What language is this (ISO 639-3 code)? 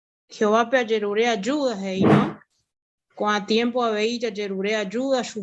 grn